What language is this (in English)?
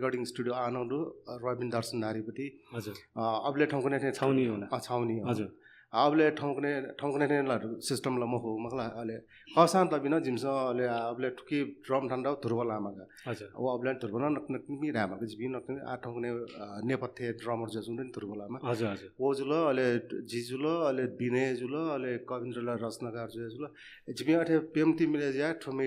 Newari